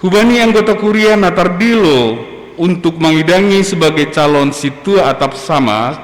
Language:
Batak Simalungun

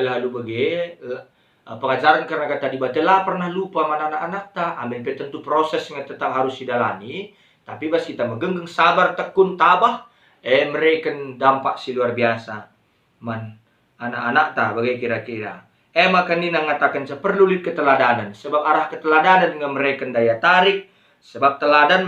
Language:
Batak Karo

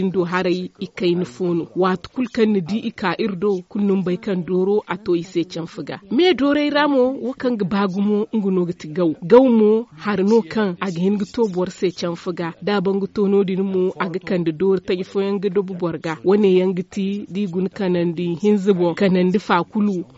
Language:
Zarma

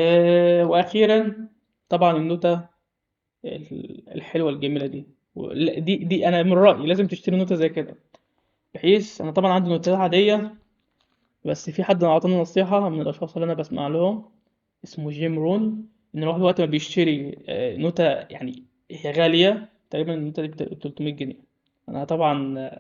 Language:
Egyptian Arabic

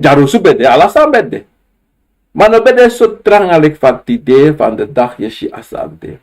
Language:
Sranan Tongo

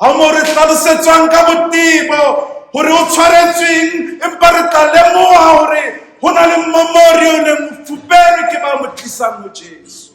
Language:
Southern Sotho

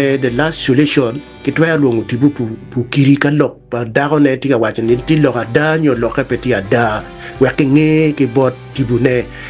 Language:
Acoli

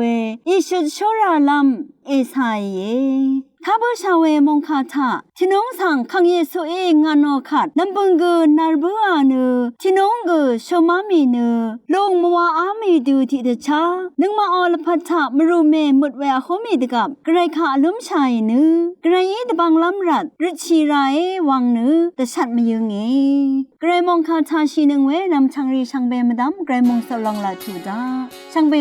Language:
Rawang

